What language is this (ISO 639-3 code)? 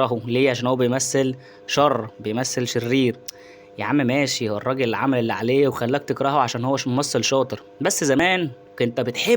arz